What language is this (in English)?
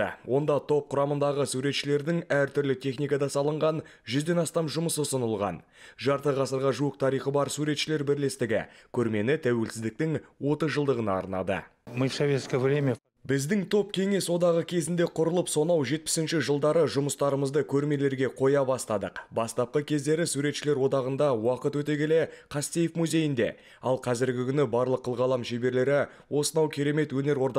Kazakh